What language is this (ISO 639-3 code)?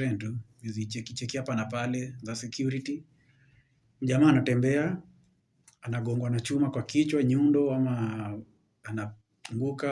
swa